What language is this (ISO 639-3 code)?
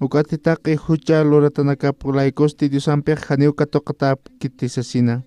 aym